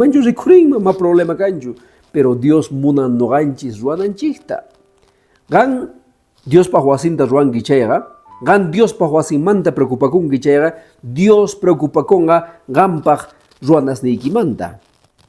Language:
Quechua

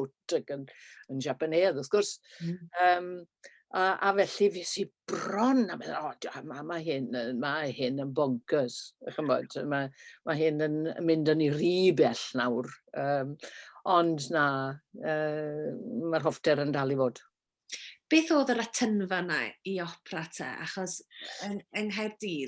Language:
Welsh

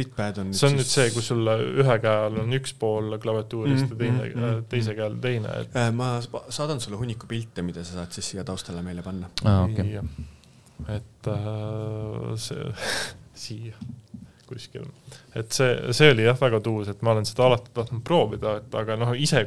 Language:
Estonian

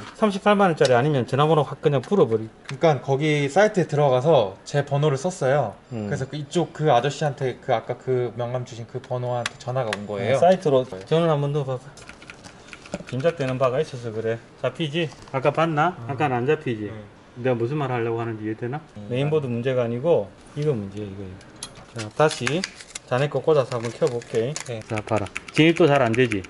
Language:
Korean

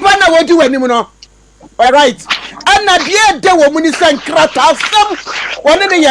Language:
Akan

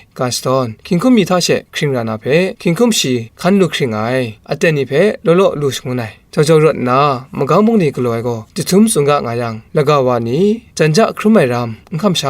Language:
Kachin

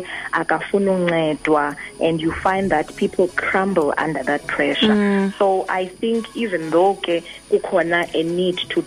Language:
Xhosa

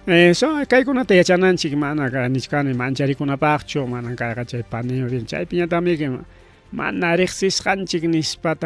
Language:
Ayacucho Quechua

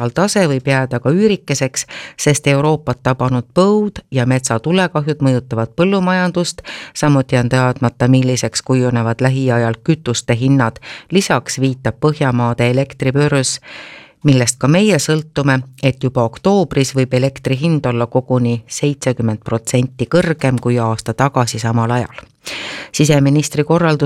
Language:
Estonian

